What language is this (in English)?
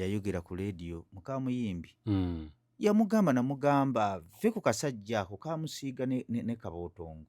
Ganda